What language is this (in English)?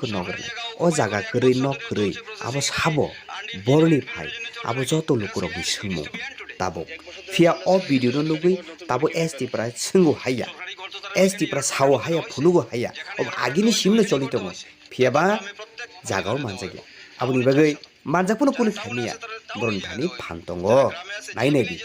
Kok Borok